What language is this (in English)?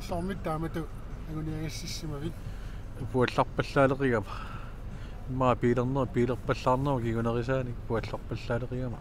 Kalaallisut